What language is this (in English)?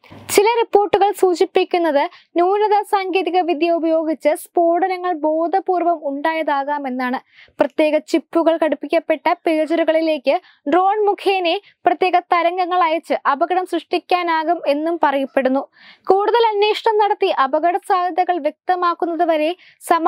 Malayalam